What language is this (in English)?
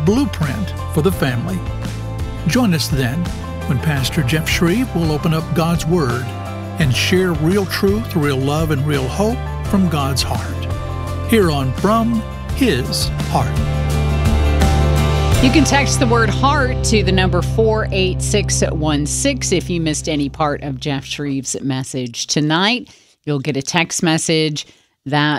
English